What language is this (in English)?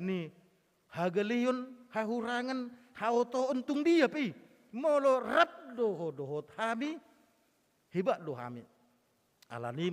Batak Toba